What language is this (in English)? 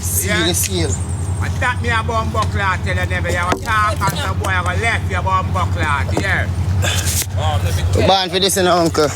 Jamaican Creole English